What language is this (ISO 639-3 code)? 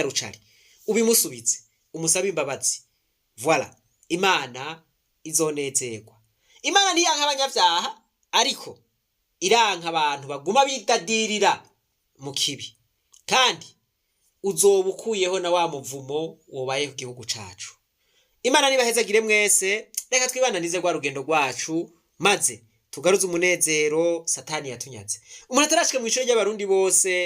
run